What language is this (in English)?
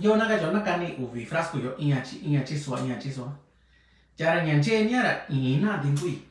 Mixtepec Mixtec